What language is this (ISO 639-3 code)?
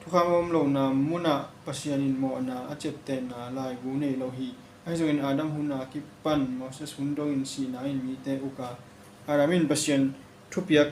ctd